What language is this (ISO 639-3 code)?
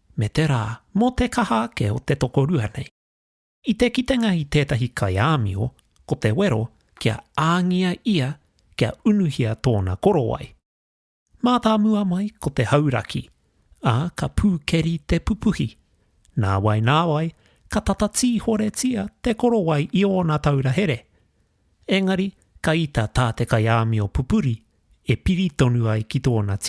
mri